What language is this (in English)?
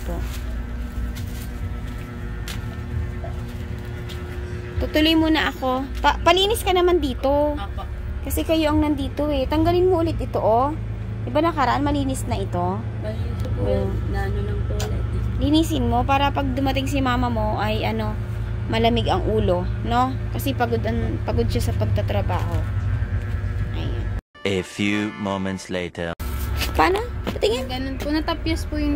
Filipino